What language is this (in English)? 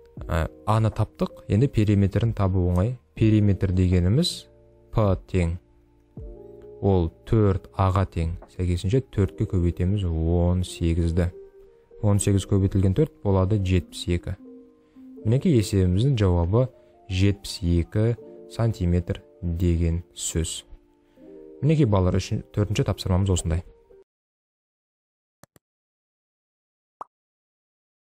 Kazakh